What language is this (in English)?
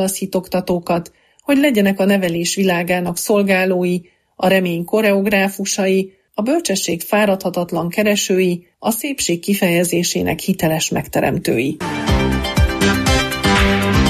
Hungarian